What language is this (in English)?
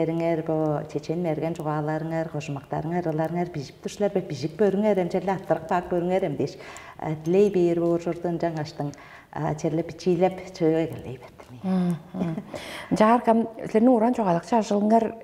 Tuvinian